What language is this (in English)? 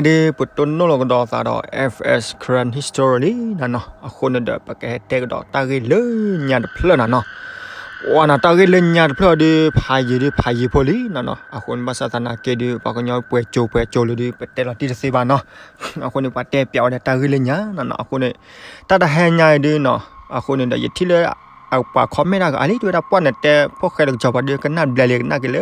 S'gaw Karen